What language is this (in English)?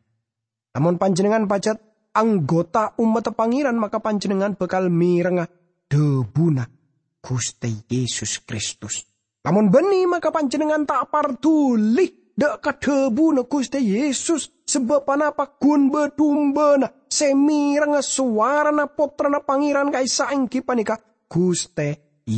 Madurese